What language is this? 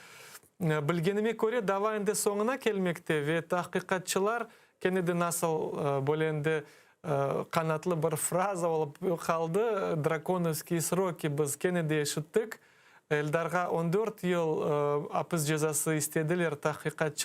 Crimean Tatar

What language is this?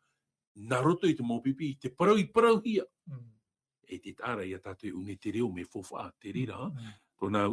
Tahitian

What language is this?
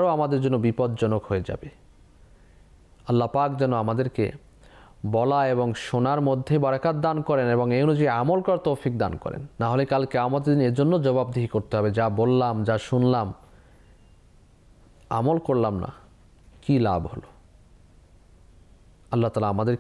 Bangla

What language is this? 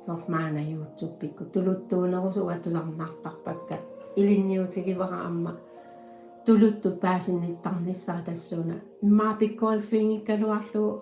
Kalaallisut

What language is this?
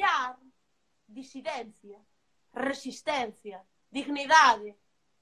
Galician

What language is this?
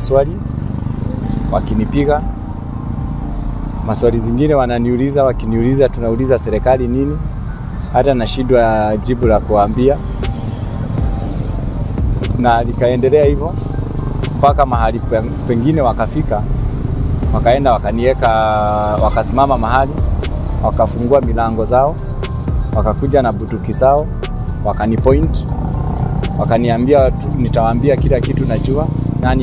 Swahili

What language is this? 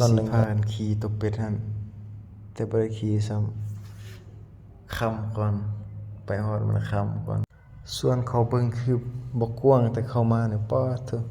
Northeastern Thai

